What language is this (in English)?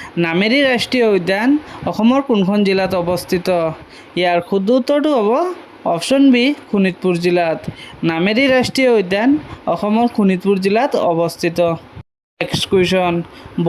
Assamese